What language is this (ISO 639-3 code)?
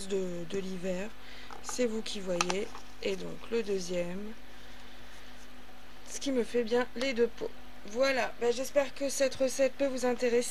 fra